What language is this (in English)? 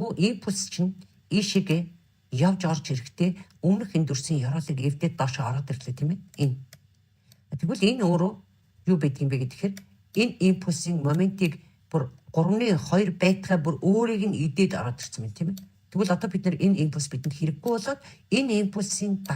Mongolian